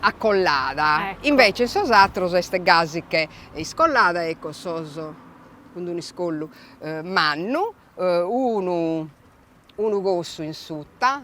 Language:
Sardinian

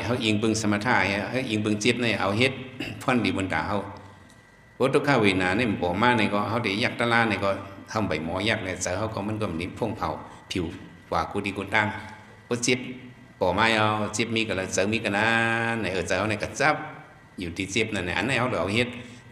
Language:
Shan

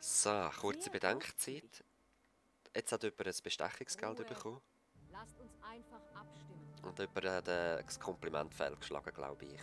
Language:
Swiss German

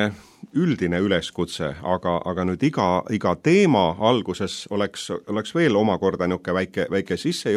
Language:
Estonian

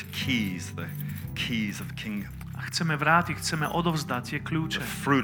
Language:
Slovak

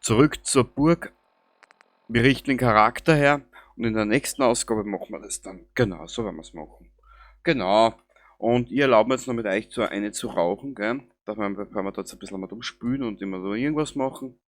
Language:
Bavarian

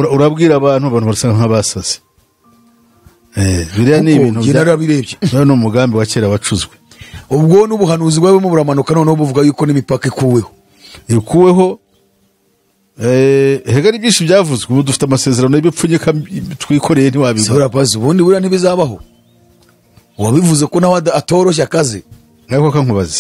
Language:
Kinyarwanda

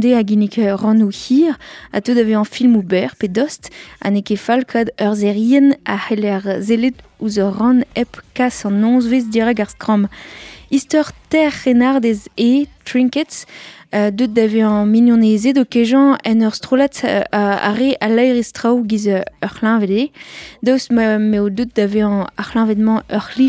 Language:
Breton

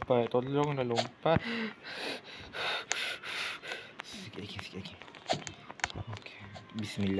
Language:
Malay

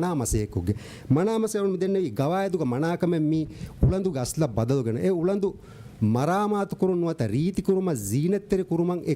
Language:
Divehi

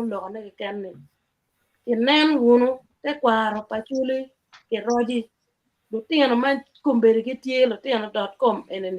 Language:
Acoli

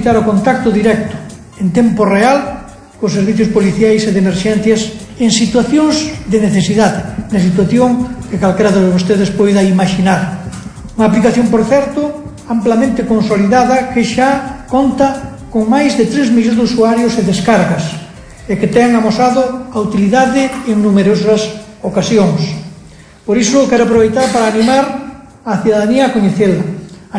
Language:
Galician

